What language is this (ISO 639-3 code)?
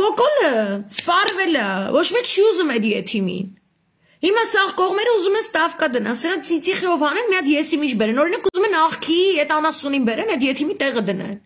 hye